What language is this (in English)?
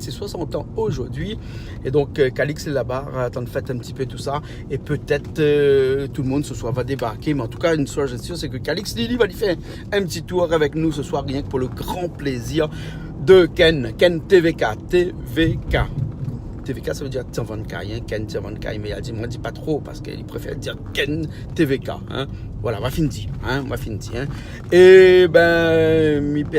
Réunion Creole French